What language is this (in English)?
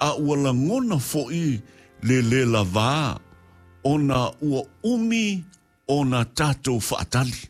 Samoan